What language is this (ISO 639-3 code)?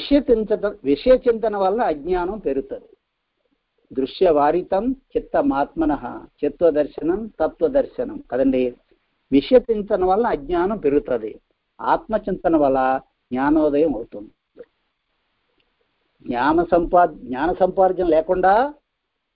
tel